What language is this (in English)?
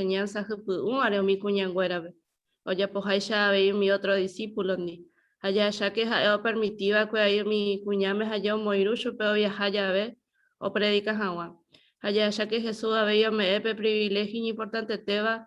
Guarani